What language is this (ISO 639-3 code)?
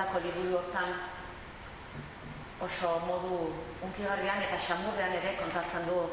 eus